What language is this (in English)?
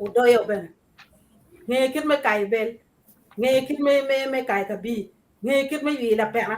Acoli